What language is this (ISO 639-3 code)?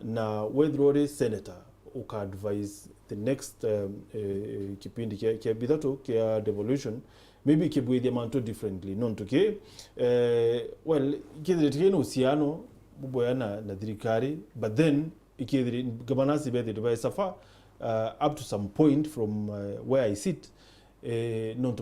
mer